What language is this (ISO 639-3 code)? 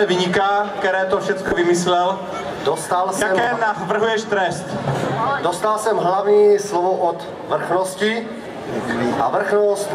ces